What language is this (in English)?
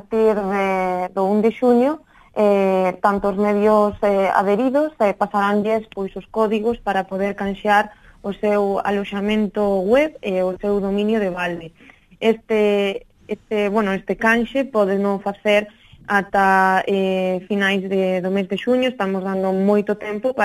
Galician